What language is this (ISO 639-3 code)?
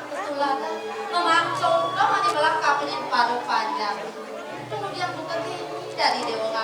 ban